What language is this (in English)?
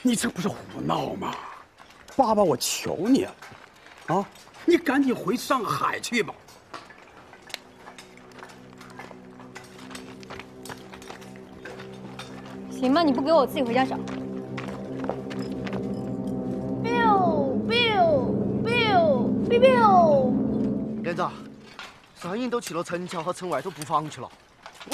Chinese